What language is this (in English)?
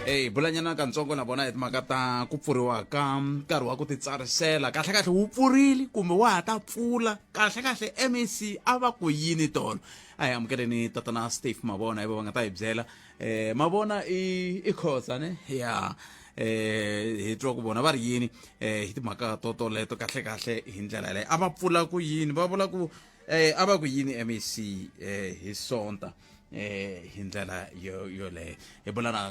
Tsonga